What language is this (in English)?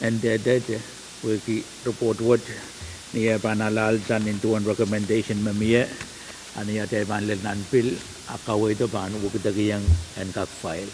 Pohnpeian